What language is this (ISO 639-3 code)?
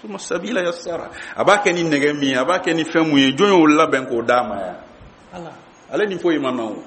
bam